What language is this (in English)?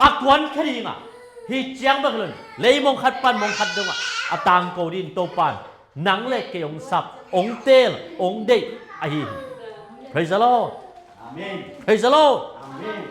Tedim Chin